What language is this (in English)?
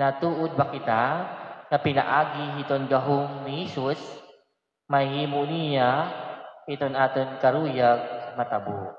Waray